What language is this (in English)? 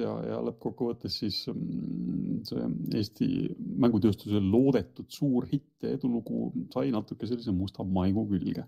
Estonian